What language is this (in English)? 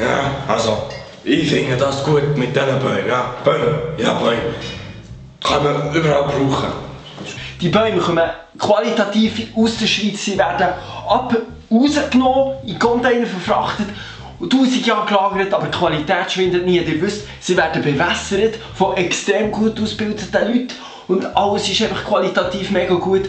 Swiss German